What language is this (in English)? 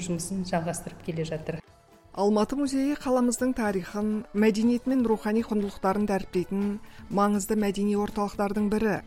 Kazakh